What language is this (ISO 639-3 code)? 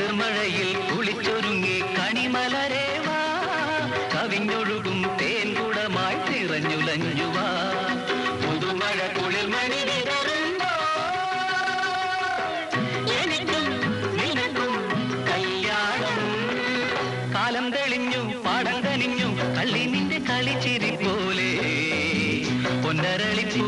mal